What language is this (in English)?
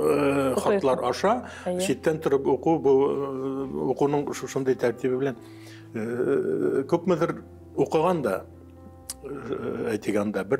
Tatar